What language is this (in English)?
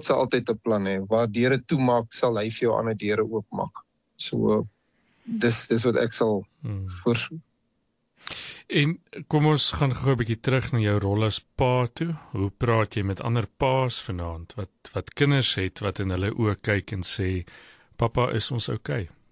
Afrikaans